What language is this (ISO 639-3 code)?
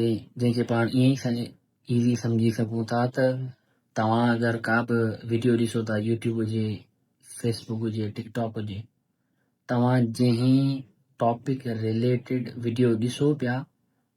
snd